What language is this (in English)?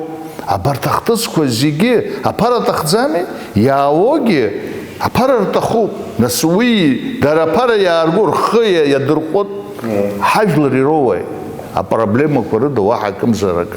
Abkhazian